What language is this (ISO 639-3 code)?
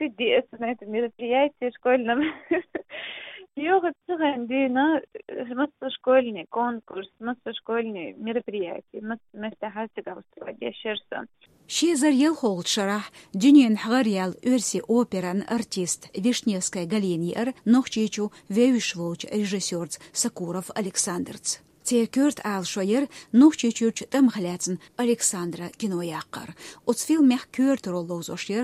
che